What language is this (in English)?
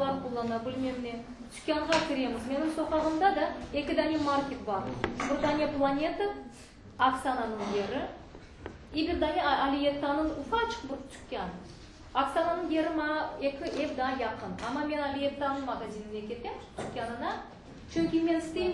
Crimean Tatar